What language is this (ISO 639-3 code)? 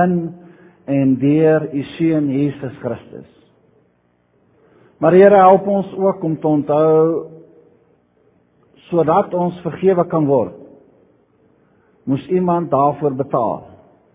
afr